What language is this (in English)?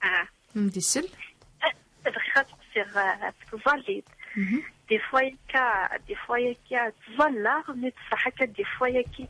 Kabyle